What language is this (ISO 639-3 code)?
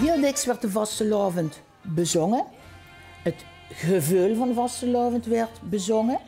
lim